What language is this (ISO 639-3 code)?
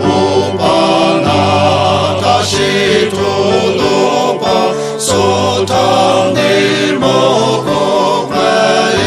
njo